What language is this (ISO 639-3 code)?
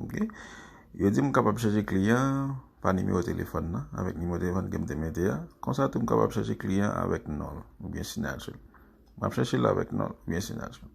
hat